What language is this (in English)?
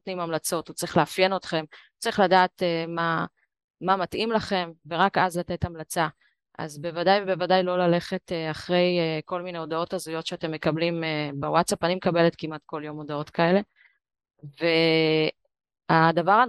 Hebrew